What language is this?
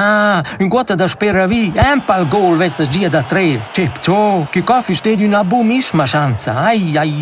Romansh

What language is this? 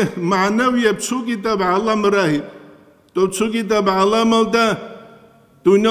Avaric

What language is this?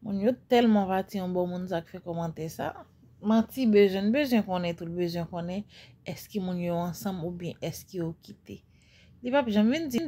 Haitian Creole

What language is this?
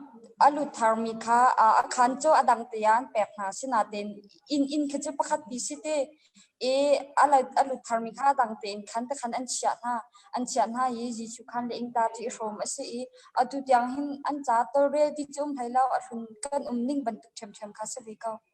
Hakha Chin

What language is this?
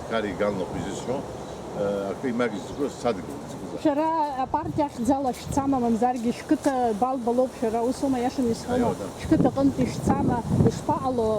Abkhazian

